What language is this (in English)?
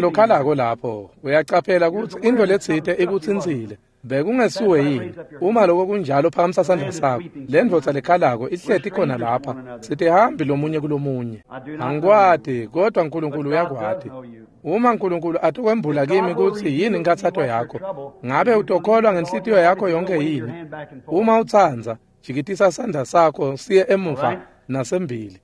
Swati